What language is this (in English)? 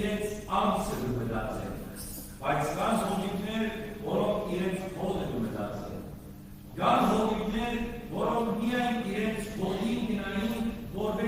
Western Armenian